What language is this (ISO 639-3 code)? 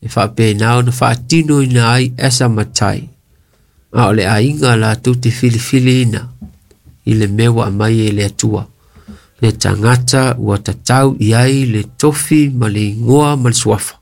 smo